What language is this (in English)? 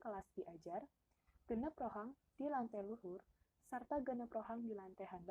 Sundanese